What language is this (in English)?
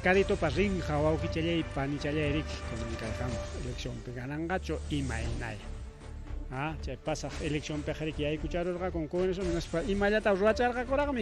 Ayacucho Quechua